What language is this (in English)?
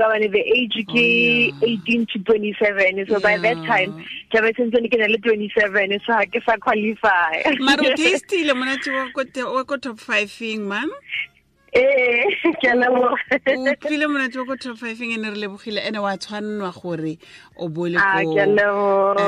Tswana